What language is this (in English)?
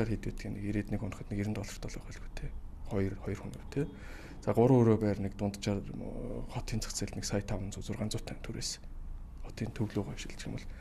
Mongolian